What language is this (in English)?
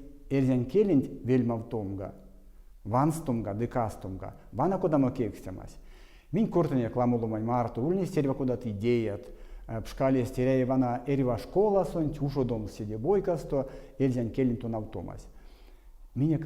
Erzya